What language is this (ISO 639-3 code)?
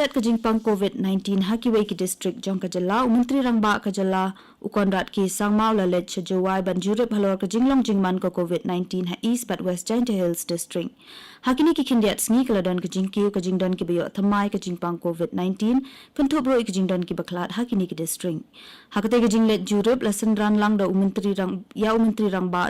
kha